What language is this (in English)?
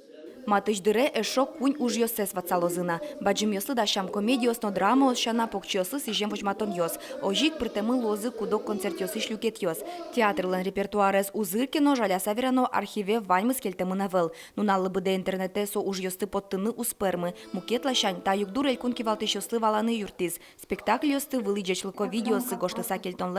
Udmurt